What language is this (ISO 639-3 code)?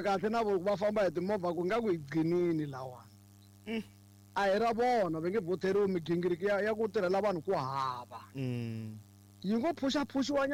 tso